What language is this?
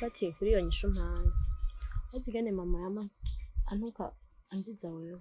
Rundi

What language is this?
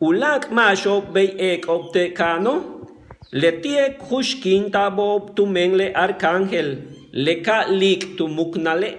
Yucateco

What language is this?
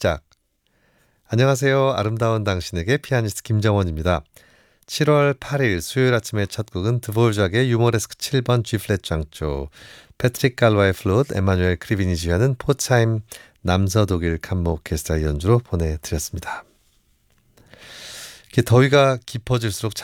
Korean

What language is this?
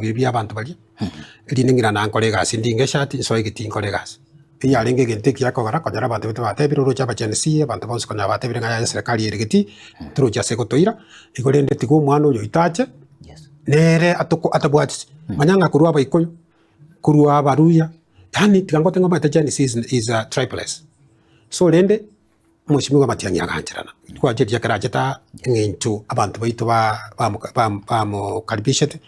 Gusii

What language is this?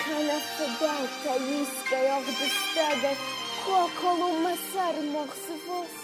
Ossetic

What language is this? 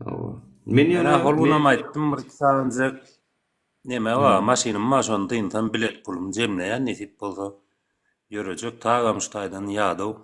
Turkmen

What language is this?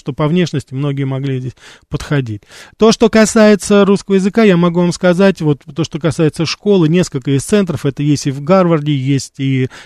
Russian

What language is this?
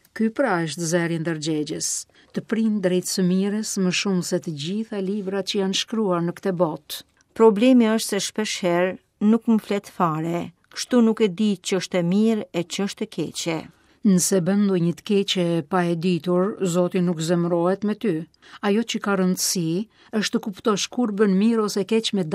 Albanian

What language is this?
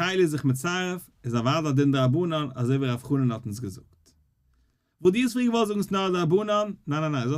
Yiddish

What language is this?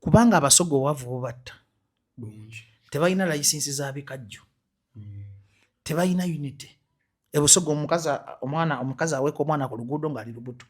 Ganda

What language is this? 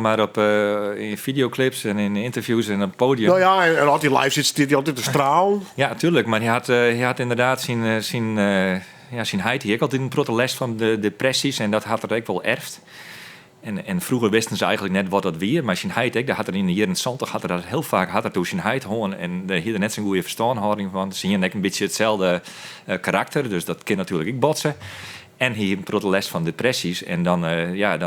Western Frisian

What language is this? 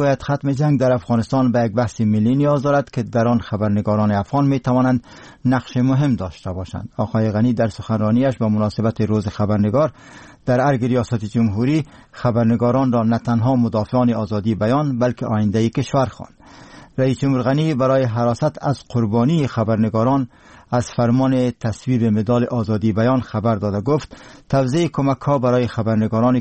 Persian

